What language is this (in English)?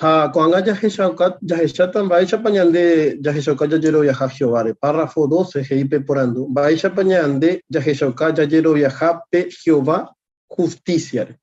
Guarani